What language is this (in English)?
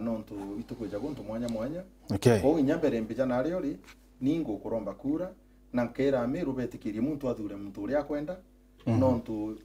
Meru